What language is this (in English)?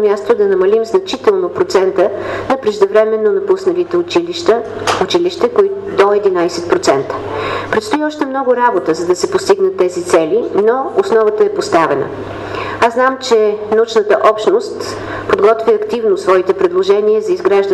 Bulgarian